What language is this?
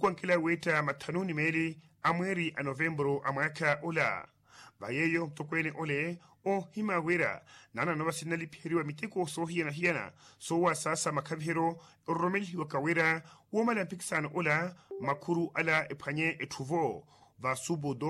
Makhuwa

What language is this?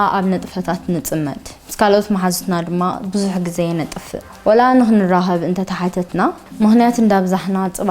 Tigrinya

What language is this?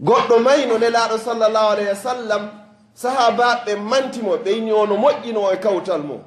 Fula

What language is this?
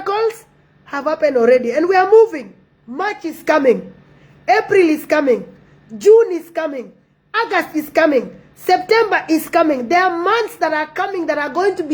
Nuer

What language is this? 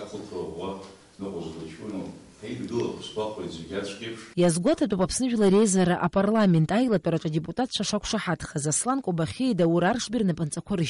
Abkhazian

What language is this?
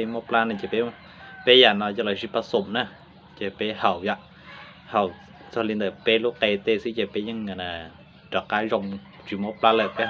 Hmong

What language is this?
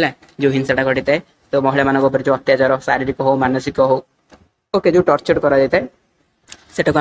Odia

